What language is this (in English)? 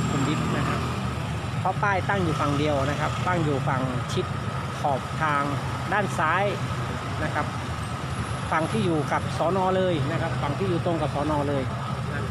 Thai